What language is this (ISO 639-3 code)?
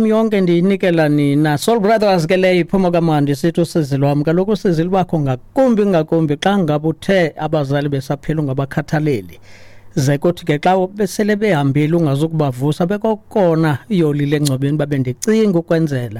xho